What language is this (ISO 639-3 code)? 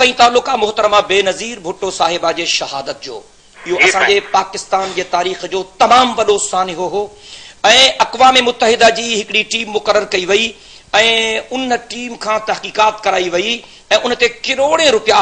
snd